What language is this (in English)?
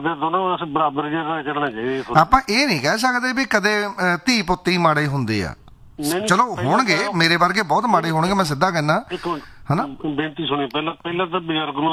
Punjabi